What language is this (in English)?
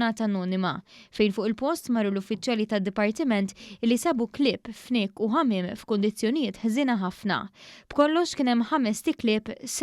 Maltese